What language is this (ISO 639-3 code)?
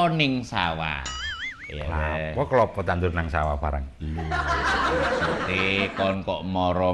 jav